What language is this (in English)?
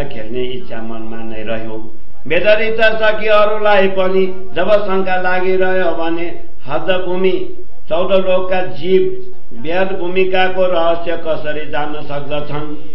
Nepali